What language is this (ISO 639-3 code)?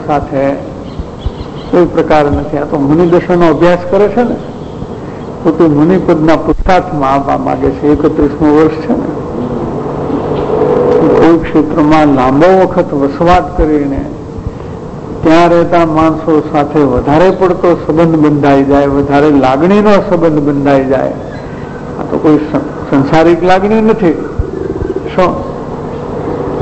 guj